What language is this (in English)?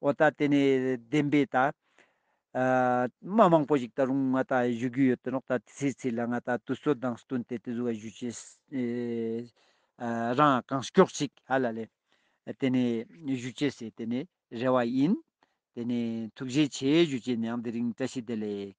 Ladakhi